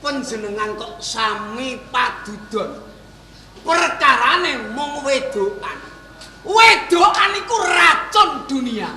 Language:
Javanese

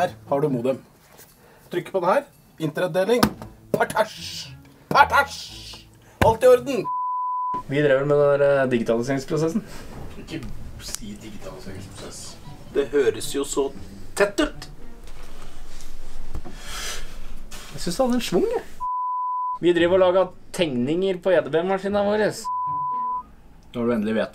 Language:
Norwegian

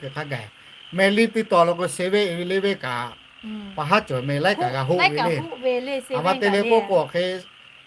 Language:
Lahu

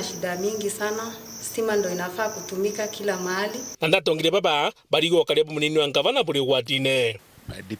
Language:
Meru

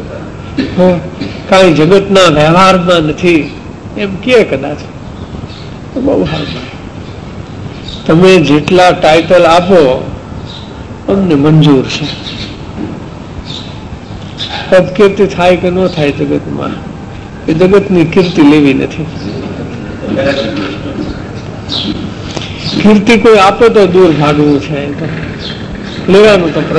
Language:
Gujarati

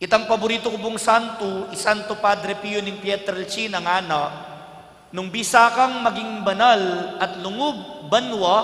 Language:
Pampanga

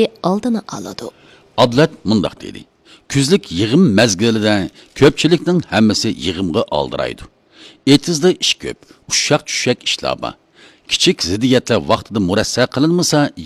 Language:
Uyghur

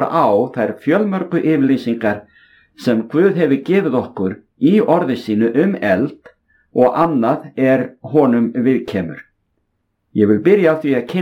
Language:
Icelandic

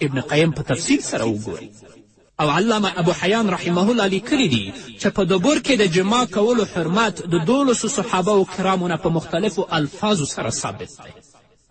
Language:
Pashto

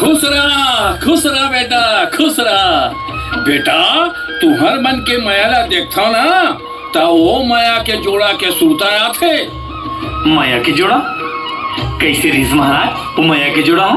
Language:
Chhattisgarhi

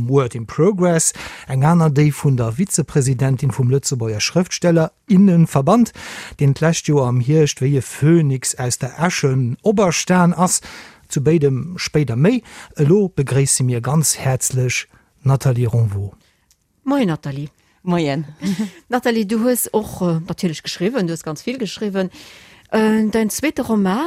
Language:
Luxembourgish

